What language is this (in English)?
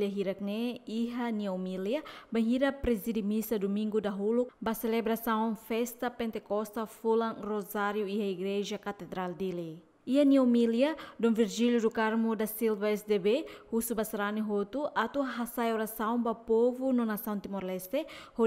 Tetum